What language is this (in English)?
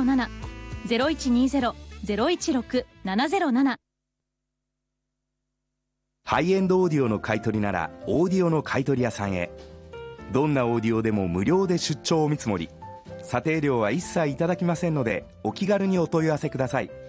Japanese